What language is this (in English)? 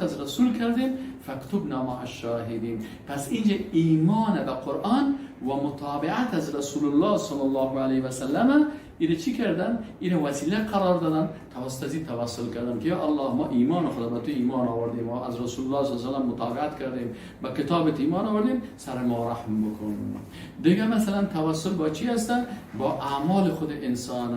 Persian